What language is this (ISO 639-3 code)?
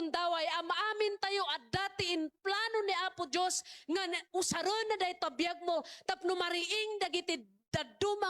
ilo